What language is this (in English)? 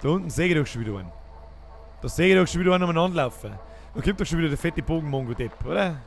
Bavarian